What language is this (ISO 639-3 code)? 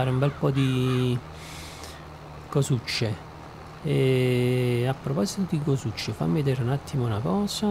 ita